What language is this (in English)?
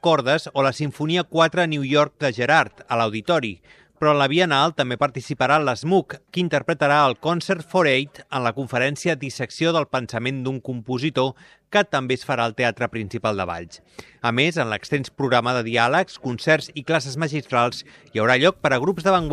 Catalan